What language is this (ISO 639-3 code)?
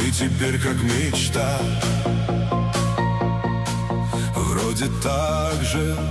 rus